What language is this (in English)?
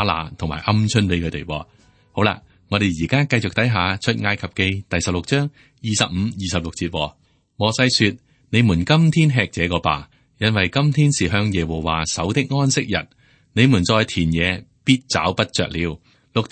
Cantonese